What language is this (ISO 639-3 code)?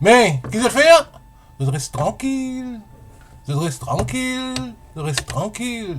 mfe